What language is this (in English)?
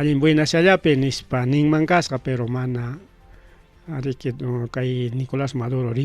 Ayacucho Quechua